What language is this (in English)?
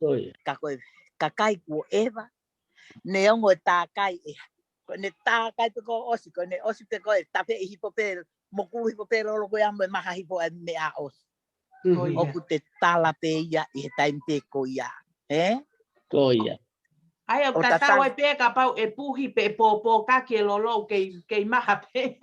Tongan